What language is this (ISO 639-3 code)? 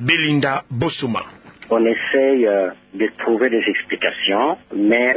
ktu